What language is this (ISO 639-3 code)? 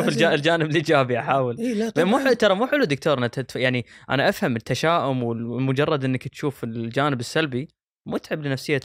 afb